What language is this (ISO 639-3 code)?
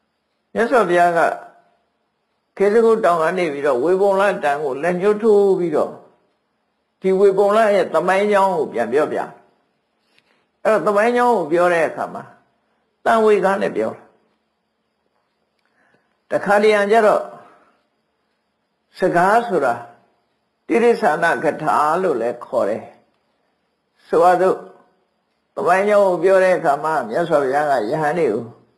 mya